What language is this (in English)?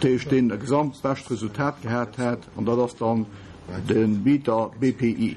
Luxembourgish